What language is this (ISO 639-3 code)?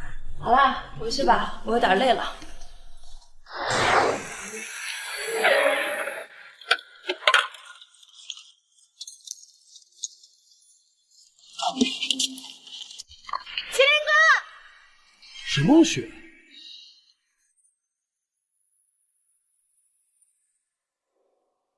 zho